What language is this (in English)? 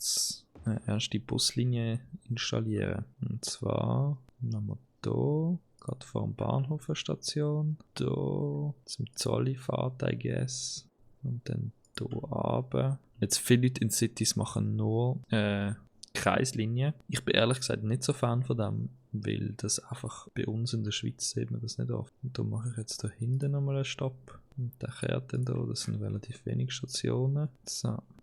Swiss German